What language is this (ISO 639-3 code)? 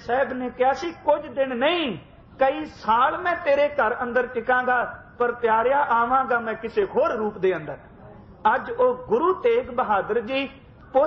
pan